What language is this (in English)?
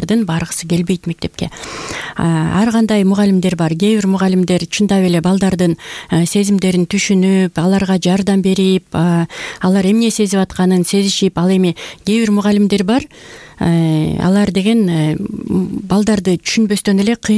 Kyrgyz